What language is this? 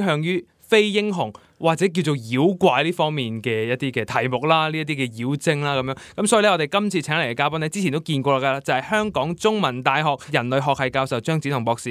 Cantonese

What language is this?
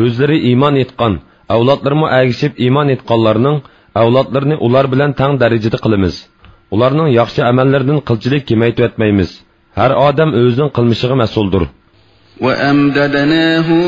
Uyghur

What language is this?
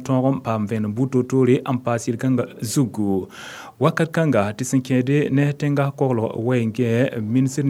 Mossi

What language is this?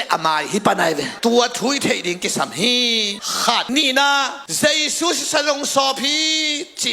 Tedim Chin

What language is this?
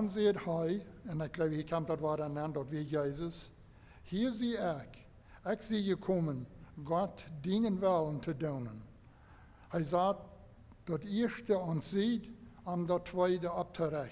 Plautdietsch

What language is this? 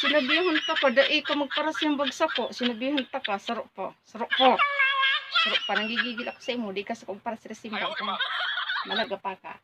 Bikol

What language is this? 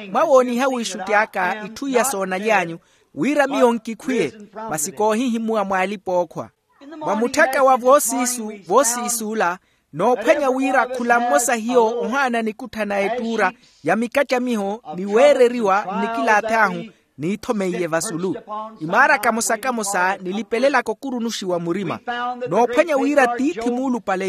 Makhuwa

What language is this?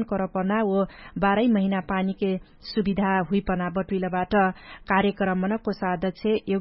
Dangaura Tharu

